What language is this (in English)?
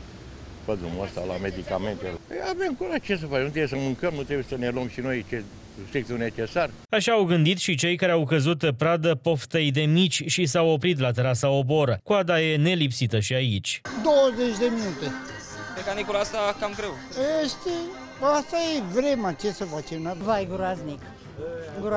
Romanian